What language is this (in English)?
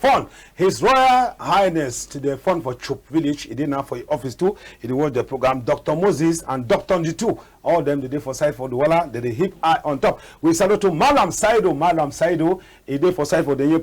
Cameroon Pidgin